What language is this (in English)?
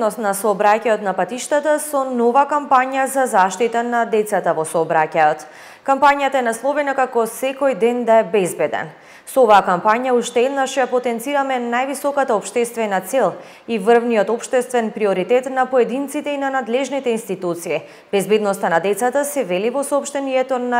Macedonian